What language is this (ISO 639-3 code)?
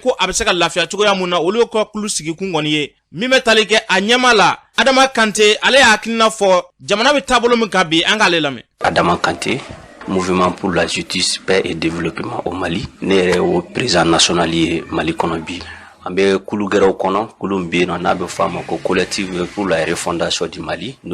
bam